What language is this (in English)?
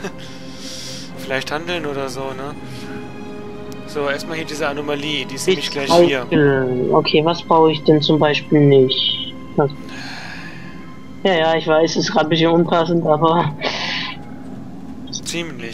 German